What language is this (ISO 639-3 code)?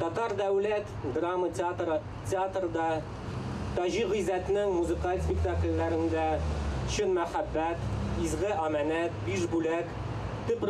tat